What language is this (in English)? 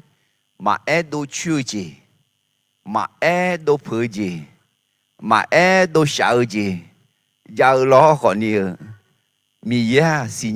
Akha